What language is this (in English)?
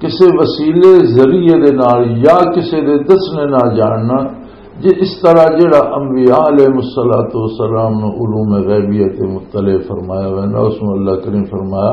Western Panjabi